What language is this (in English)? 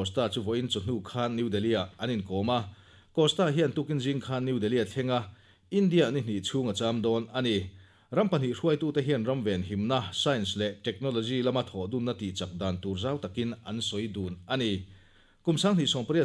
Mizo